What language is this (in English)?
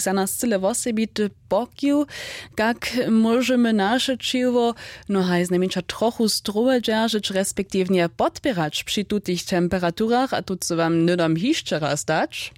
Upper Sorbian